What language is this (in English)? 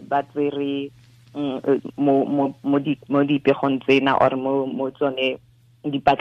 Tswana